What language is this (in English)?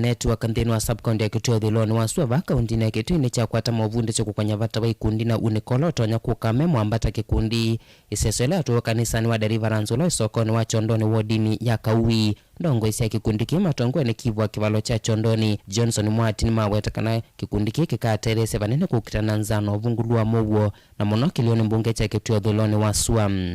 Kamba